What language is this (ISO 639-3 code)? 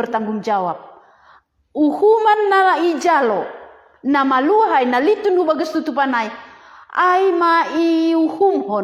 bts